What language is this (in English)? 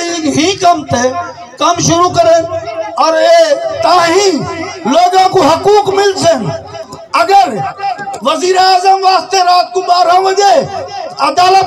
Saraiki